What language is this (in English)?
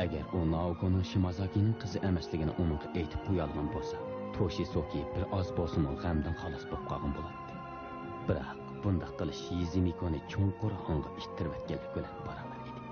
Uyghur